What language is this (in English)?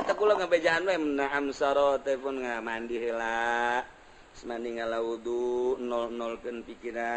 Sundanese